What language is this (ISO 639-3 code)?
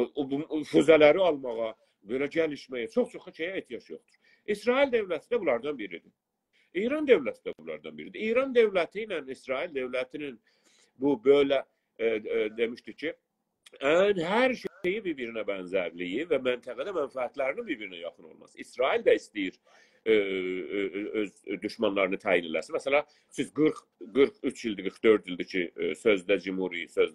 azb